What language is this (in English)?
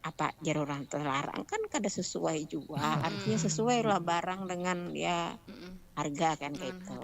Banjar